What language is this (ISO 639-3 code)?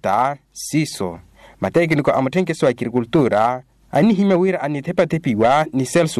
vmw